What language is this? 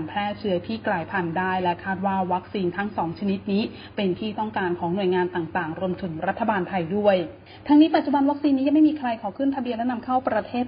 Thai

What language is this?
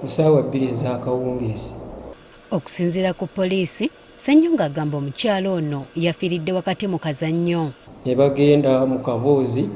Ganda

